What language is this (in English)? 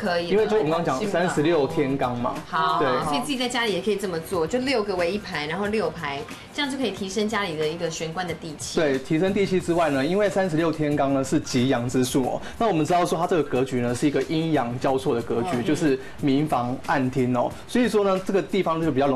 Chinese